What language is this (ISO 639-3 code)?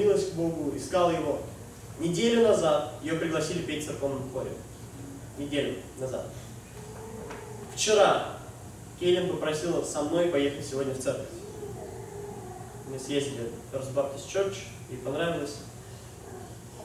rus